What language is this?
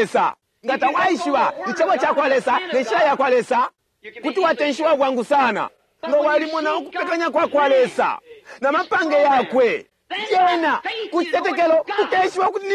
Bemba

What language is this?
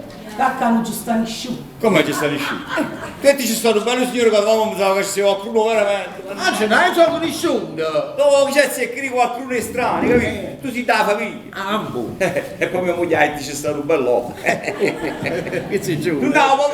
Neapolitan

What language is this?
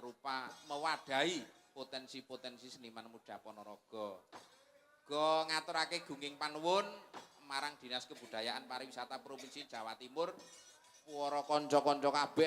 Javanese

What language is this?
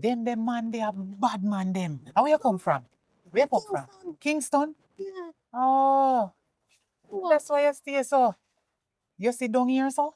Jamaican Creole English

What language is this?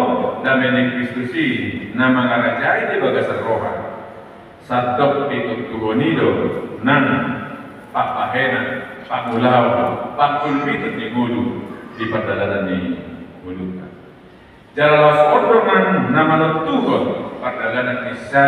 Batak Toba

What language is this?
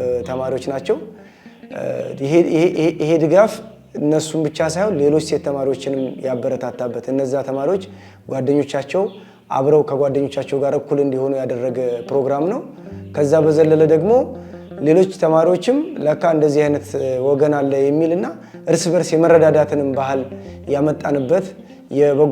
Amharic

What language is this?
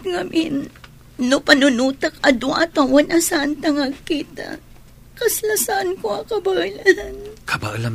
Iloko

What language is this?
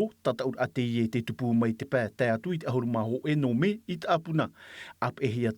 Tahitian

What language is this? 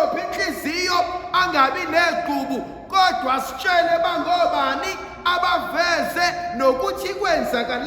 Zulu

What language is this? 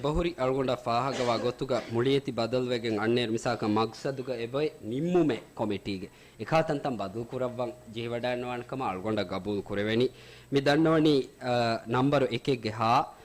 Divehi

